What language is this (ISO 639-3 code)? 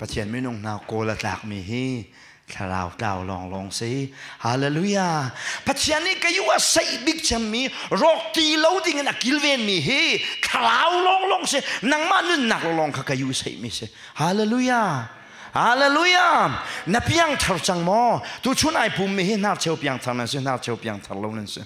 cnh